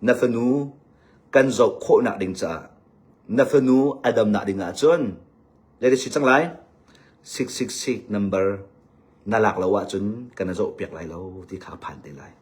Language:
Hakha Chin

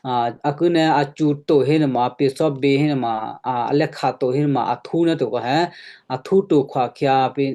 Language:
Western Kayah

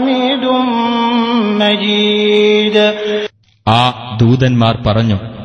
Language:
Malayalam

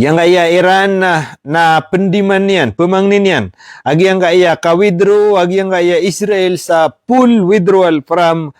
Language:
Maranao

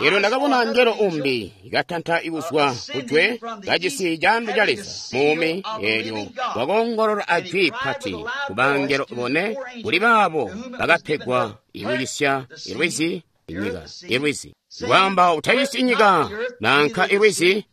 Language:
Tonga (Zambia)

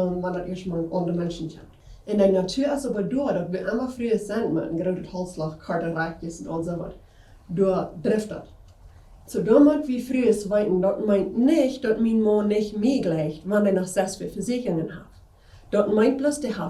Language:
Plautdietsch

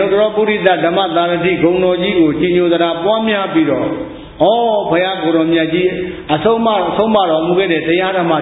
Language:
Burmese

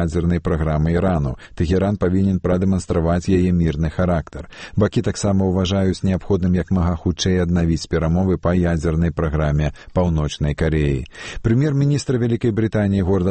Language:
Belarusian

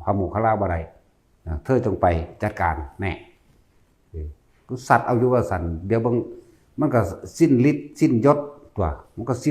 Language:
Northeastern Thai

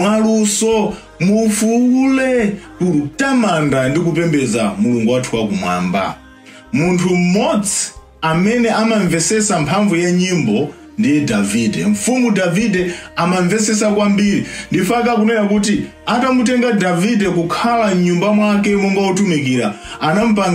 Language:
Nyanja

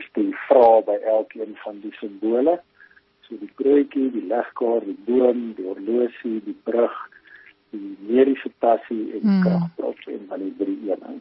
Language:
Afrikaans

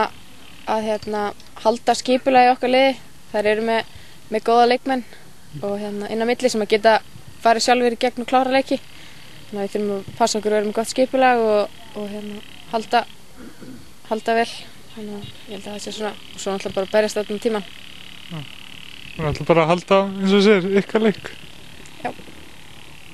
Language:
Icelandic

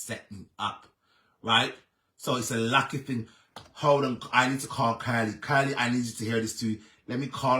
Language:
Jamaican Creole English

